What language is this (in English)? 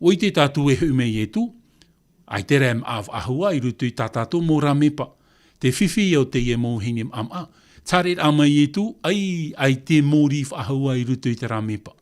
Tahitian